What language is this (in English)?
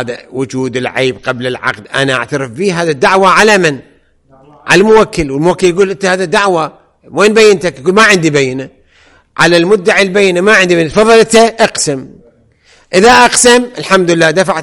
Arabic